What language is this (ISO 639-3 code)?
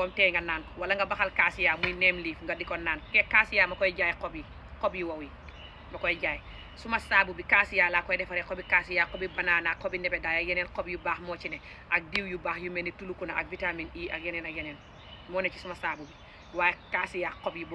wol